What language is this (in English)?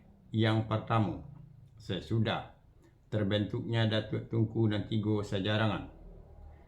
Minangkabau